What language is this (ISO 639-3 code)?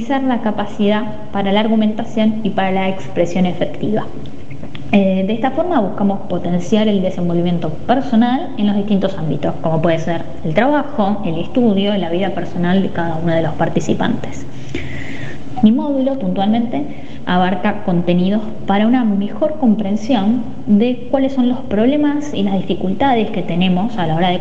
spa